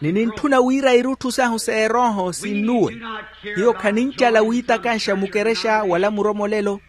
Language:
Makhuwa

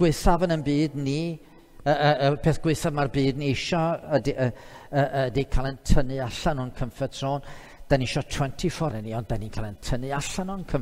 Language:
Welsh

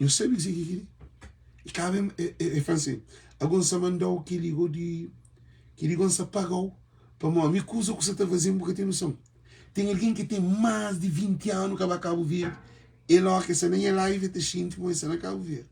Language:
Kabuverdianu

